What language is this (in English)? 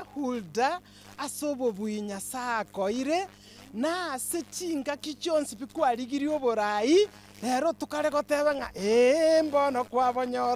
Gusii